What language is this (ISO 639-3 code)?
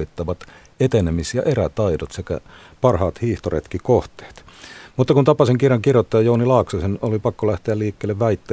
fin